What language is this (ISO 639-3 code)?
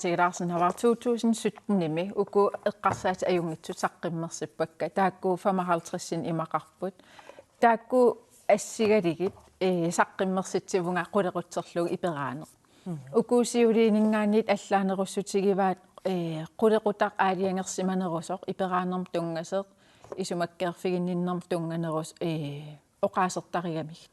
kal